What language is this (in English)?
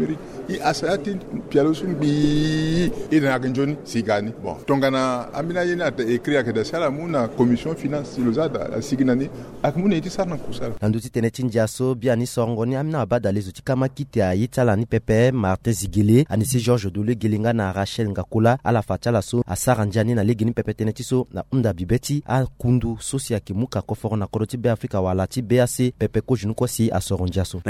Sango